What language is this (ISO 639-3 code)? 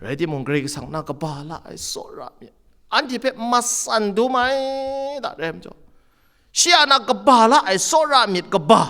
kac